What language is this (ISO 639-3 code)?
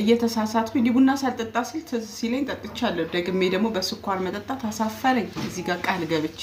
amh